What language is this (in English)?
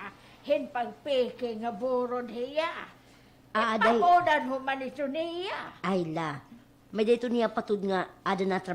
Waray